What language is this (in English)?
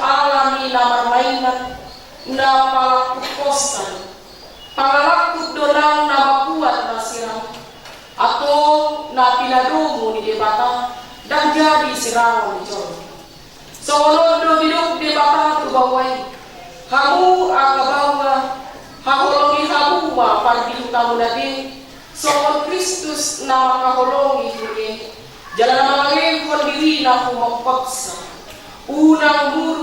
Batak Toba